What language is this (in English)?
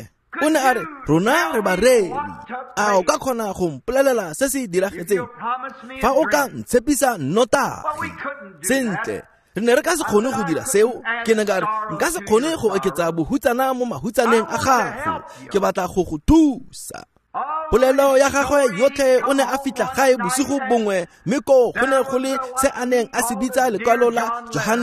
Tswana